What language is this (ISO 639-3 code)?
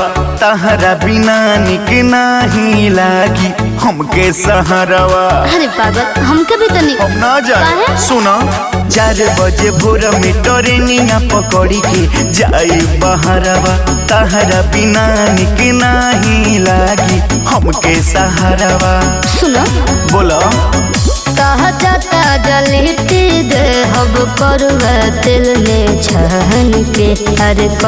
bho